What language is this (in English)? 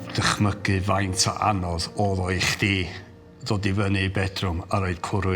Welsh